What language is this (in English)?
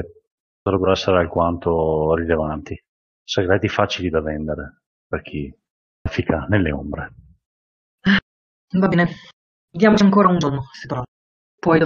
Italian